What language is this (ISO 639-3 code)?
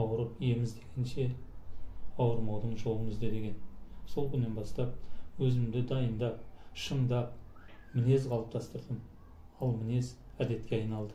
kaz